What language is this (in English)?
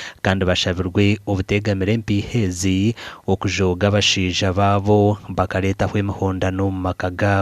Nyankole